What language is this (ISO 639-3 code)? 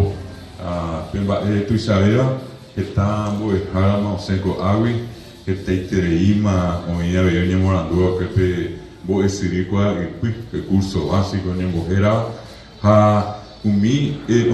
grn